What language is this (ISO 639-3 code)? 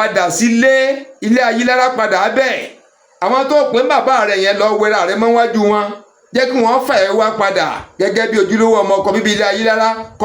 yor